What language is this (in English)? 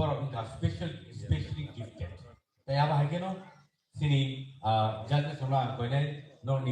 Kok Borok